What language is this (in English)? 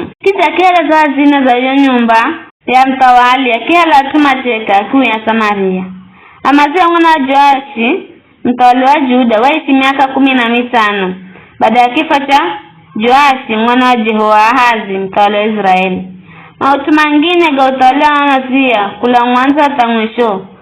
Giryama